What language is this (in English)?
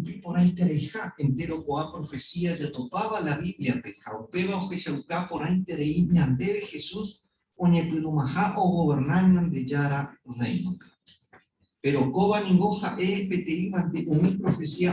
Guarani